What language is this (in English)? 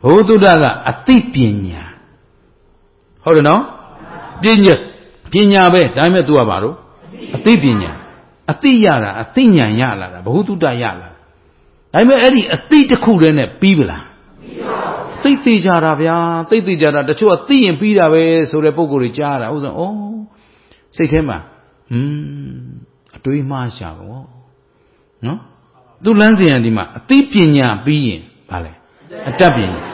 Burmese